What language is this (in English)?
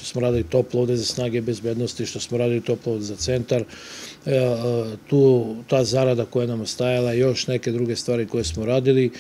Serbian